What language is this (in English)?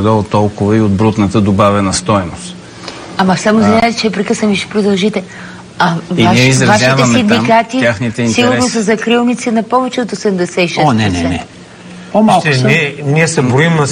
Bulgarian